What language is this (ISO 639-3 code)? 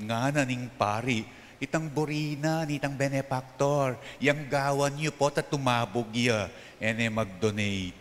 pam